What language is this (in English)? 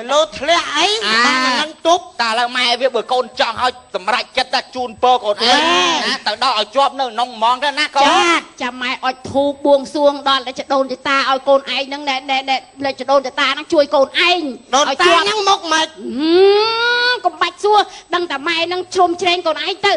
Khmer